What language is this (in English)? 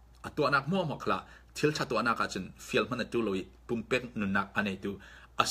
Falam Chin